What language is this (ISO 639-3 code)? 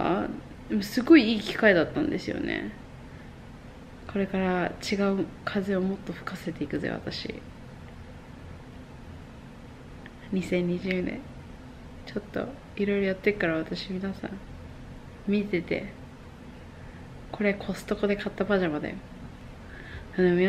jpn